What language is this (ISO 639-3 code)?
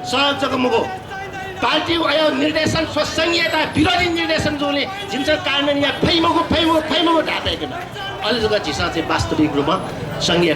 new